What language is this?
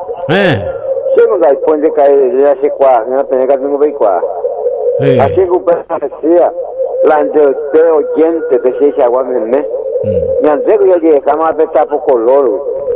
Guarani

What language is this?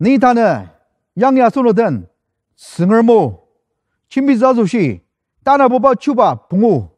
Ao Naga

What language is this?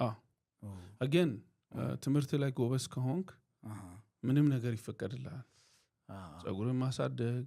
Amharic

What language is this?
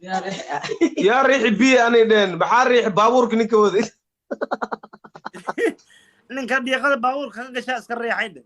Somali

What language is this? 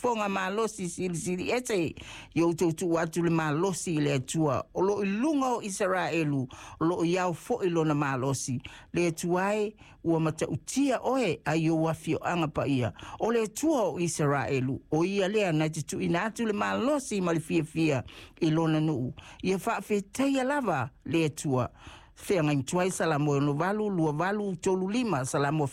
Samoan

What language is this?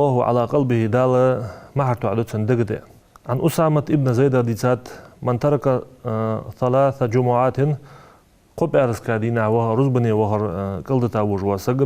Ingush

